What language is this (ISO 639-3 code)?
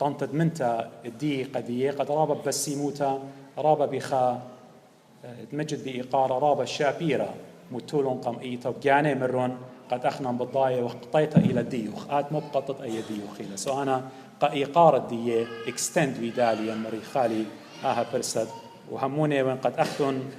aii